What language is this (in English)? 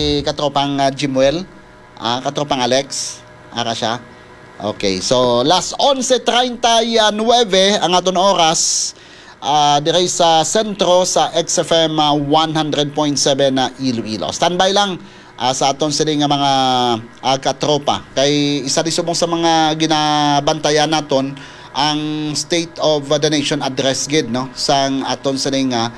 Hiligaynon